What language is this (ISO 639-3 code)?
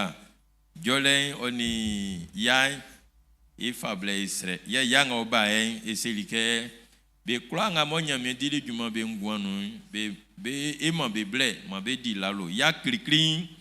bci